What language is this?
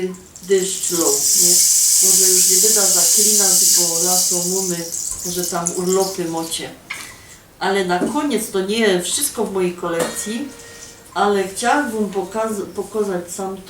Silesian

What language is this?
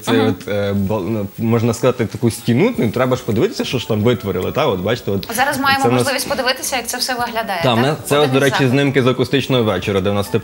Ukrainian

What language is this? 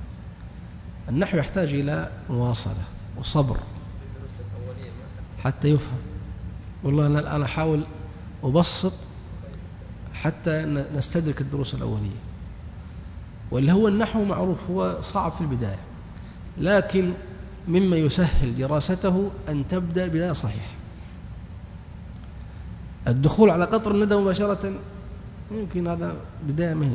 Arabic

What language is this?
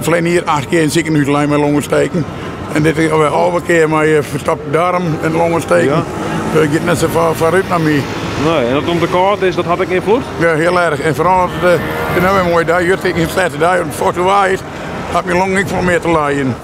Western Frisian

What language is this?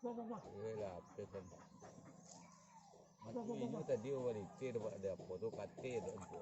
Minangkabau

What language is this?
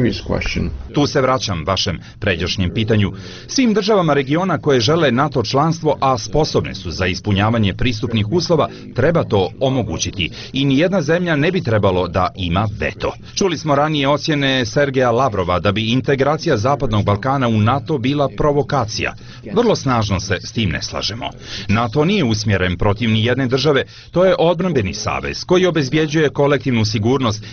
Serbian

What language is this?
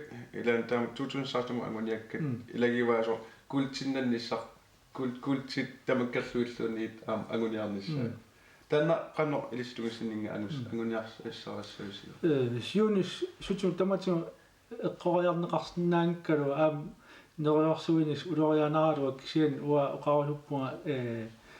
Kalaallisut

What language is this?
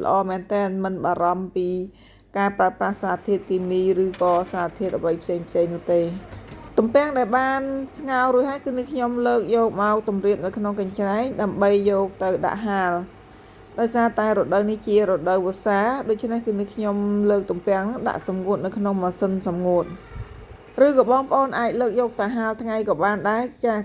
Khmer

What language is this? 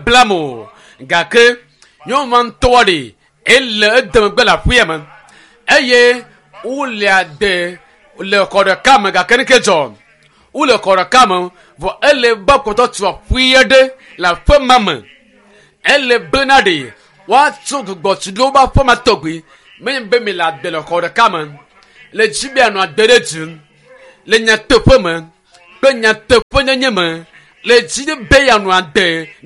Ewe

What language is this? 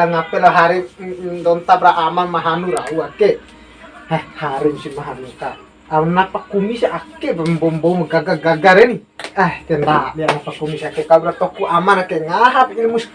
Bima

